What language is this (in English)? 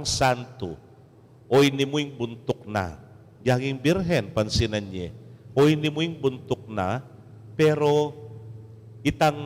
Pampanga